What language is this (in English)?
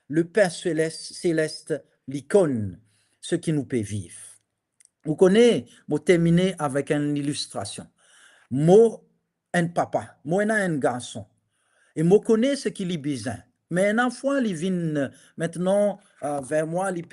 Morisyen